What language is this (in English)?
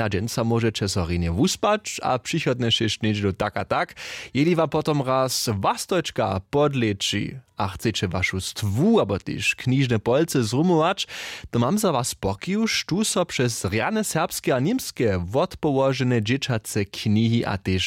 Upper Sorbian